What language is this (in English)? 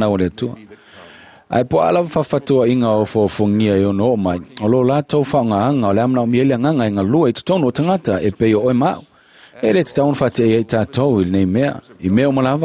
Samoan